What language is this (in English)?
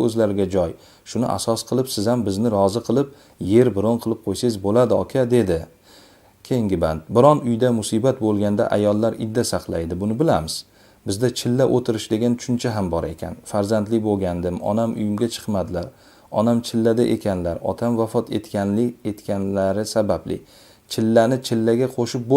Uzbek